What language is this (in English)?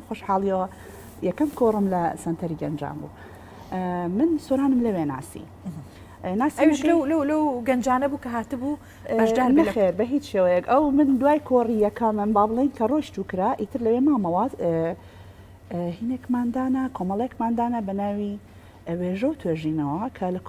Central Kurdish